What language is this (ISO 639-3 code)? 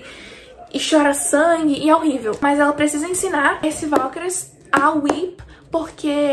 por